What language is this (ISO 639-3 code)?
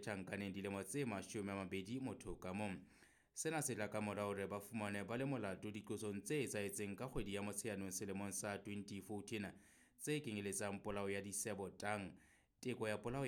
sot